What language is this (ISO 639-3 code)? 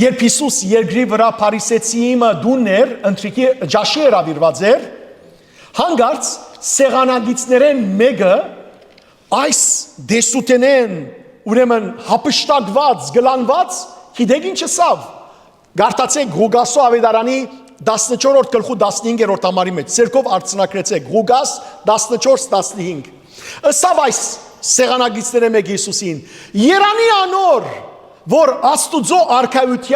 hyw